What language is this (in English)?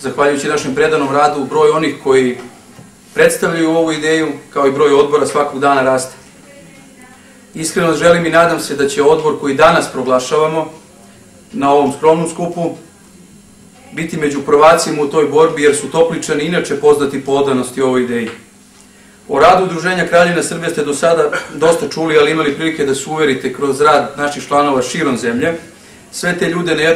Serbian